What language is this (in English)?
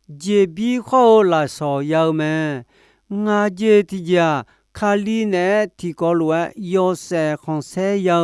Akha